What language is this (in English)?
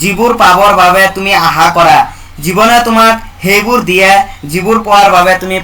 Assamese